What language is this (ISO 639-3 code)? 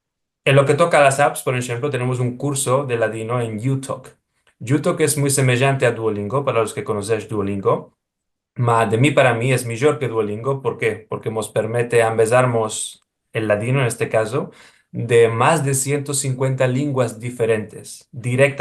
lad